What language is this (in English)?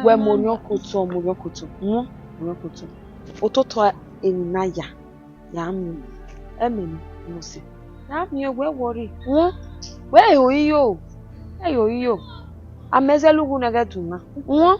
Bini